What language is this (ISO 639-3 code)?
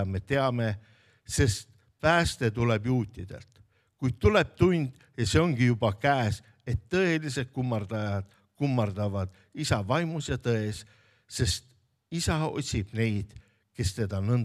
est